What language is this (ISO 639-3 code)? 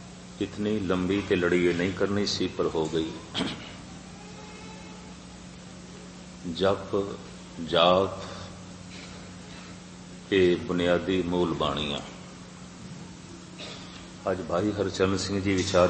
pan